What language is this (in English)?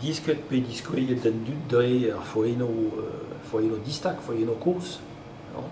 Breton